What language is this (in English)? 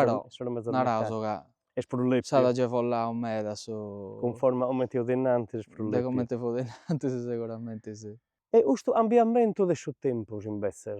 Sardinian